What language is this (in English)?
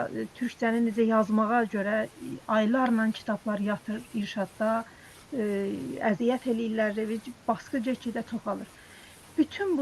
South Azerbaijani